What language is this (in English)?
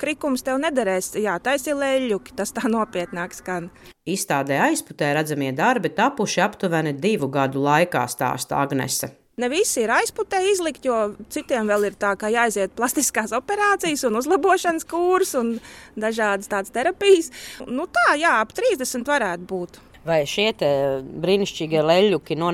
Latvian